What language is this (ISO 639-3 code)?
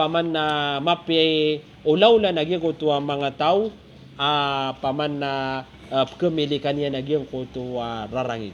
mrw